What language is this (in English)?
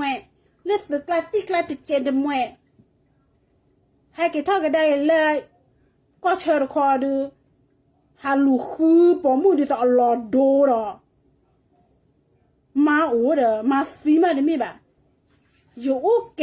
S'gaw Karen